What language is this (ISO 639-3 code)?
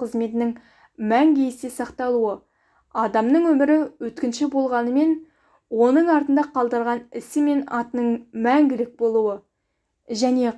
kaz